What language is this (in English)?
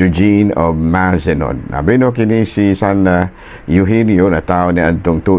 Cebuano